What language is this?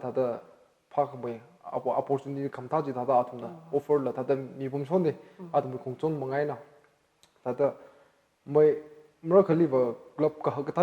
Tangkhul Naga (India)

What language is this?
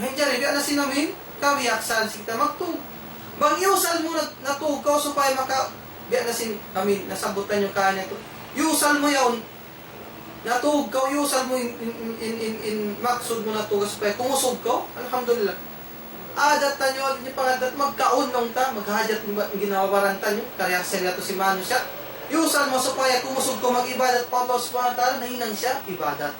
Tausug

